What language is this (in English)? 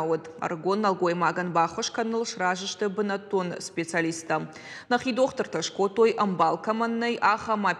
Ossetic